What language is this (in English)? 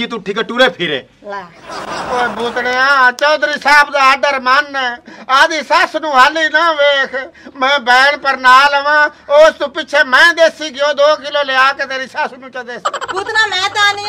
Punjabi